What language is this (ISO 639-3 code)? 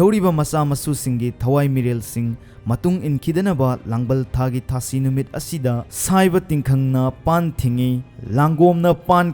mni